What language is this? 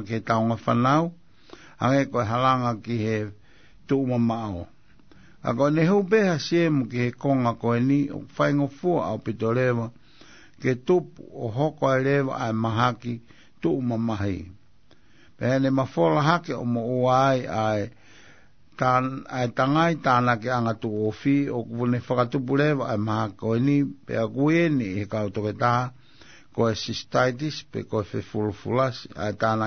Tongan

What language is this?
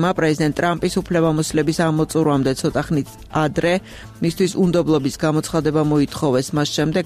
Georgian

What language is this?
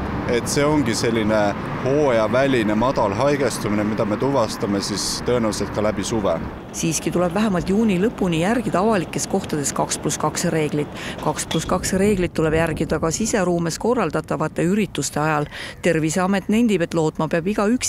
Estonian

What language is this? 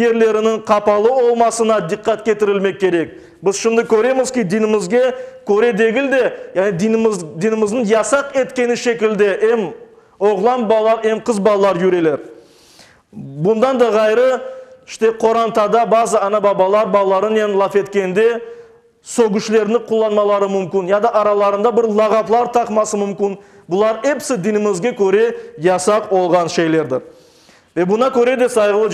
Crimean Tatar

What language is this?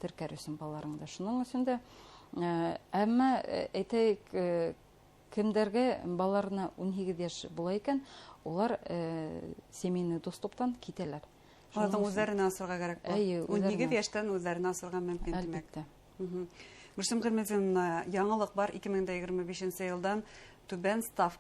Bashkir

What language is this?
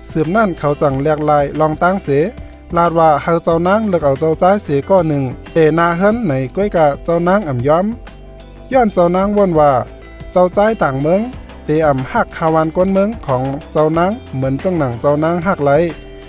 Shan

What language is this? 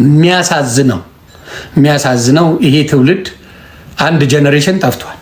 Amharic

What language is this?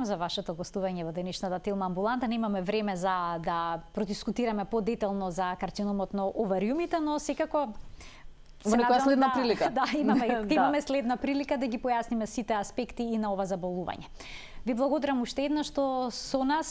Macedonian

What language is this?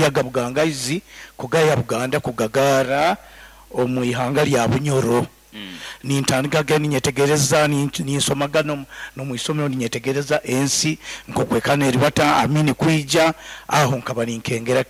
Nyoro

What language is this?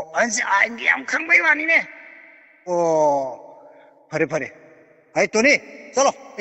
Manipuri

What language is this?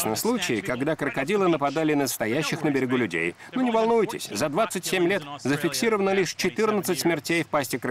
Russian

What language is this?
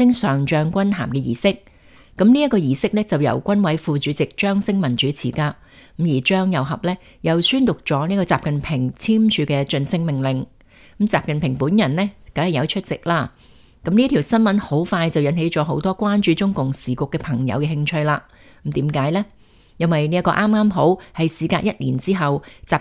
Cantonese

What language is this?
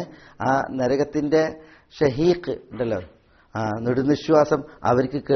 Malayalam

